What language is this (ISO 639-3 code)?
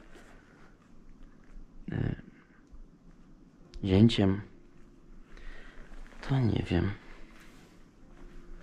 pol